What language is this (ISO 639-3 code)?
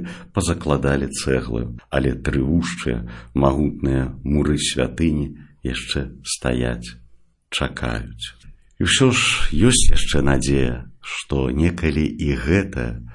bel